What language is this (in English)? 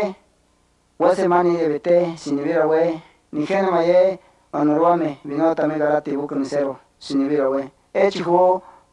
Central Tarahumara